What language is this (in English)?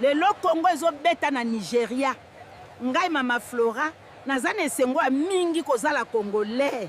Lingala